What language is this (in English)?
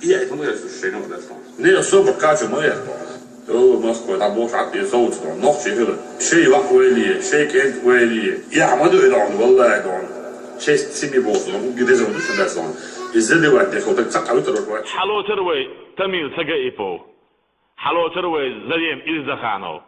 Chechen